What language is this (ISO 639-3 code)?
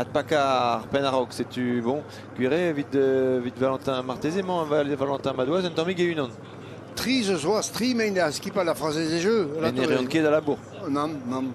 bre